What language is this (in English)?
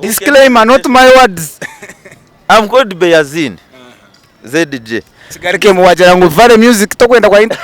Nyankole